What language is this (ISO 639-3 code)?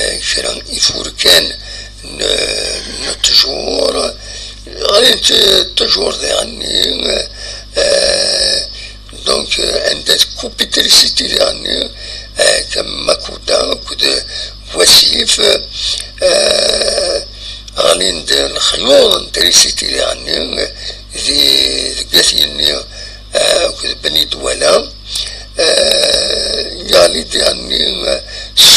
kab